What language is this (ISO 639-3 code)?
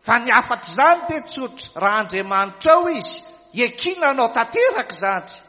mlg